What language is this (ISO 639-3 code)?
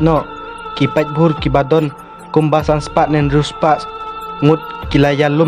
kha